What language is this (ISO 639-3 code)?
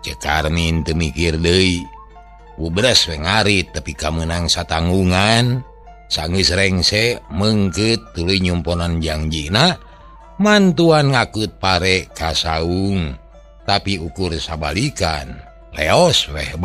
sun